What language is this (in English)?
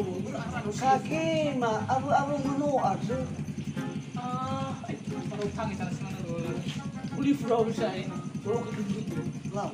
Nias